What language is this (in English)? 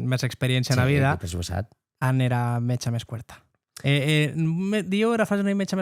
Occitan